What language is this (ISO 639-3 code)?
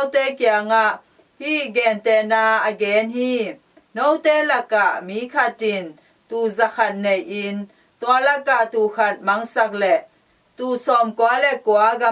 ctd